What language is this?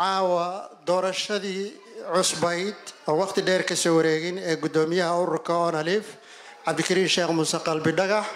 Somali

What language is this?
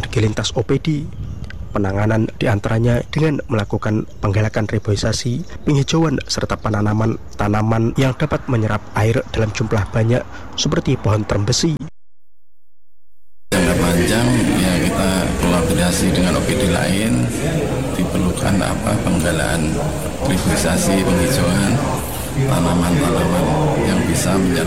Indonesian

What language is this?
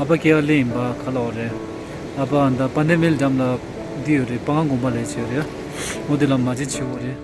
Tibetan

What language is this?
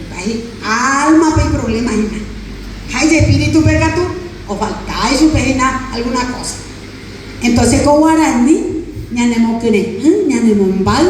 Guarani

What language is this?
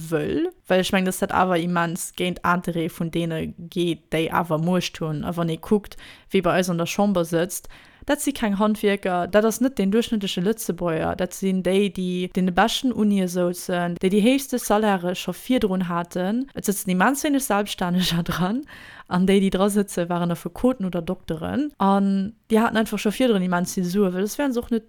Luxembourgish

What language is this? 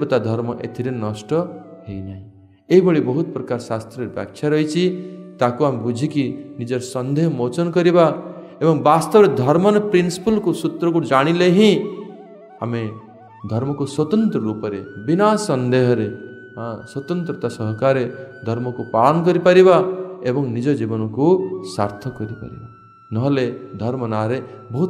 Odia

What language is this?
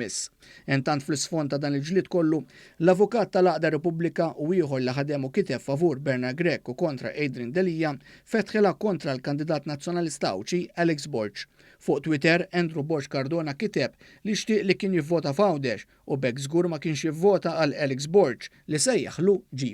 Maltese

